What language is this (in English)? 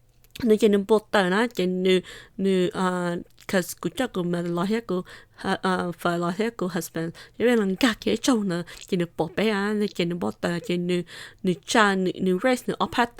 Hmong